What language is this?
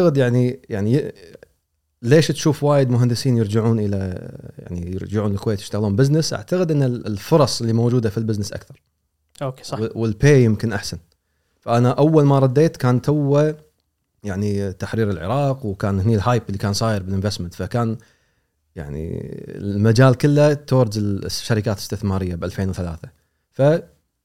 Gulf Arabic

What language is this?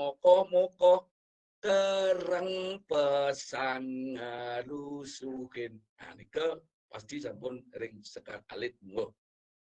Balinese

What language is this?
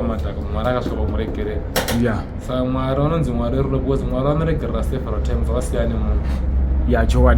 Shona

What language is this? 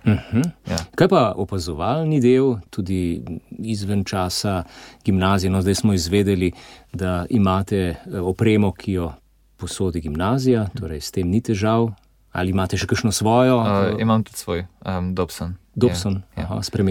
Slovenian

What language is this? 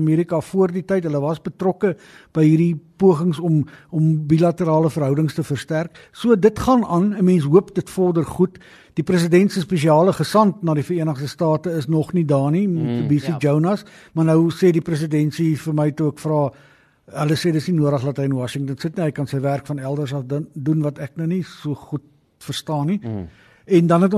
Afrikaans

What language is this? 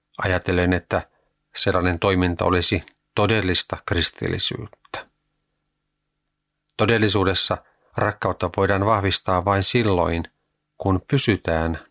Finnish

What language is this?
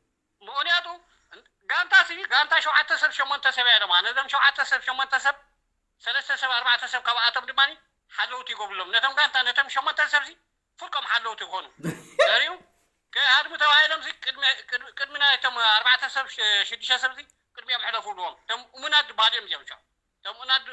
Tigrinya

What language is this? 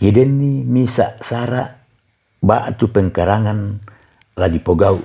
Toraja-Sa'dan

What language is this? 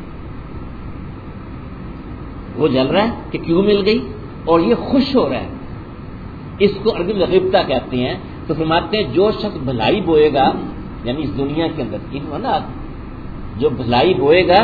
Urdu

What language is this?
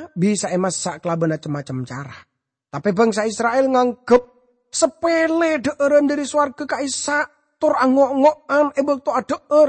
Madurese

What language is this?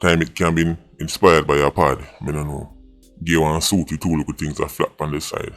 Jamaican Creole English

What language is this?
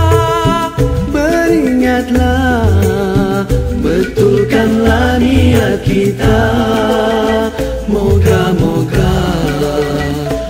Arabic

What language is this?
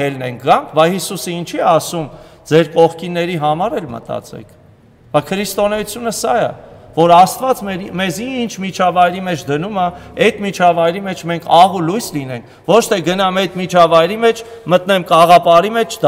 Armenian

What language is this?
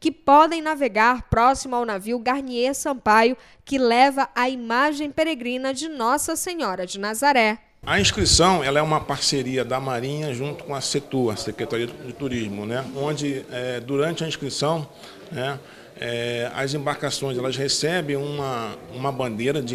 Portuguese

